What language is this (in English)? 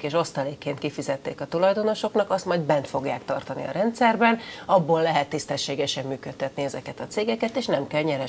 Hungarian